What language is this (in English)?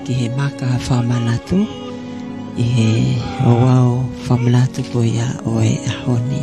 Tongan